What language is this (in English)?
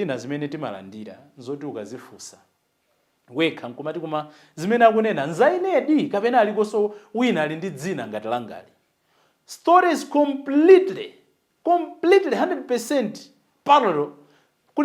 Nyanja